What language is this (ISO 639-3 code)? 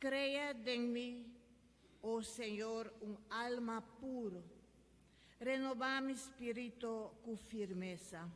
pap